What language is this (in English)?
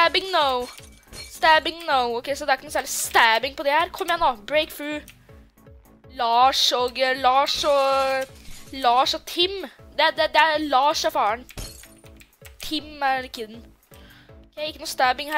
Norwegian